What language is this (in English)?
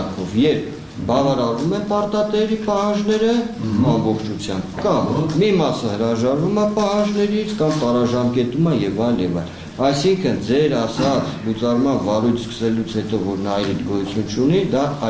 Armenian